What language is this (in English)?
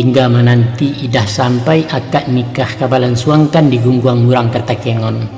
Minangkabau